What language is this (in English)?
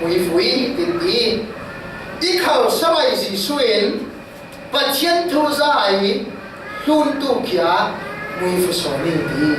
Falam Chin